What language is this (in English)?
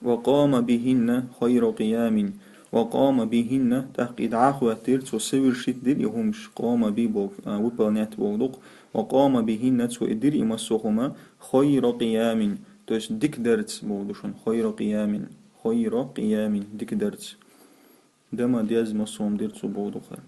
Chechen